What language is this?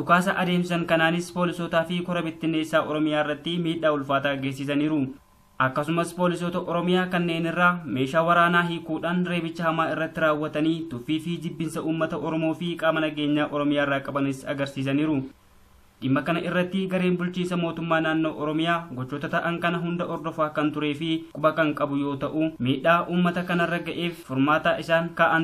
Oromo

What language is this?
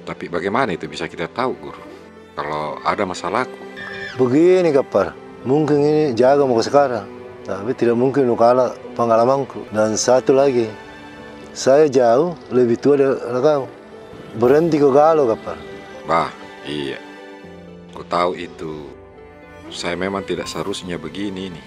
Makassar Malay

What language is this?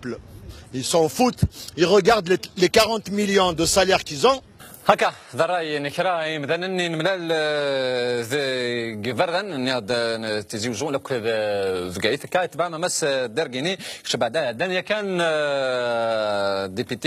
Kabyle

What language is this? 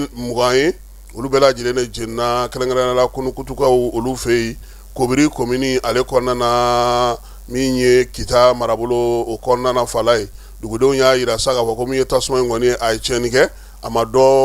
Bambara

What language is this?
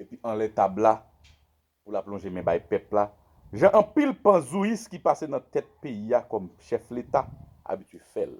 Haitian Creole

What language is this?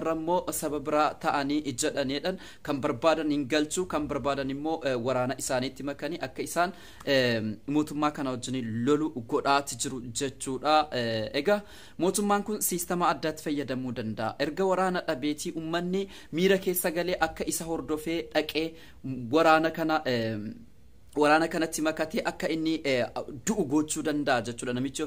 Oromo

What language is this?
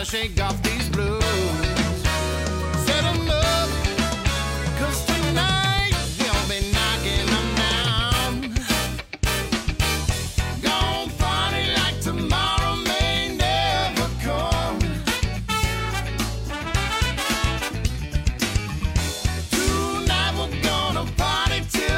English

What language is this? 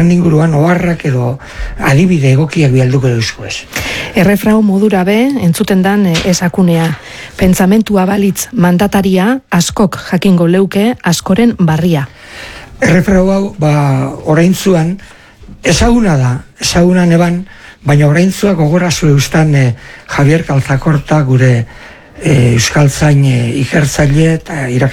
Basque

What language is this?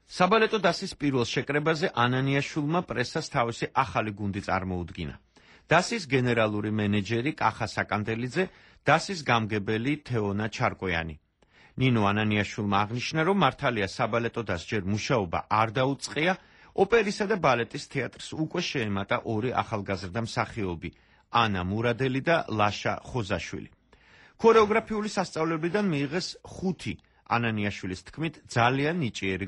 Georgian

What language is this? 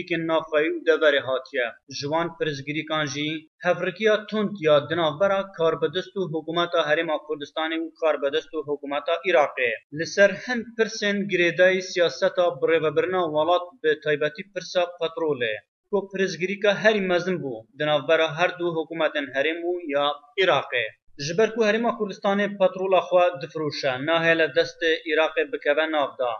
Kurdish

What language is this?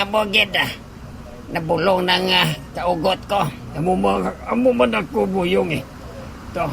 Hiligaynon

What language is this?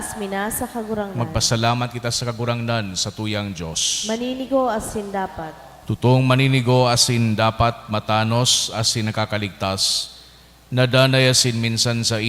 Bikol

